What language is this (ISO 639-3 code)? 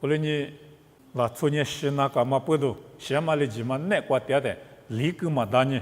lis